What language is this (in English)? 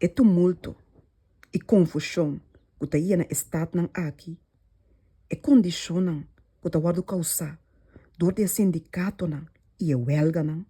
Papiamento